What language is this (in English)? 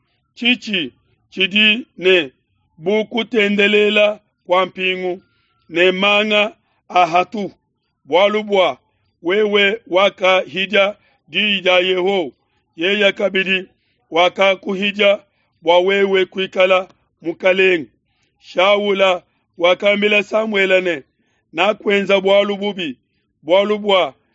Luba-Lulua